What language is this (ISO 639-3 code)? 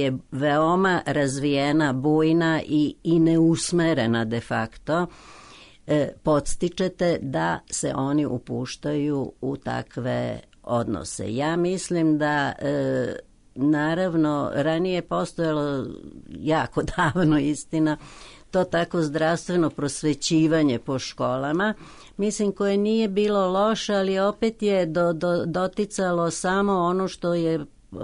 srp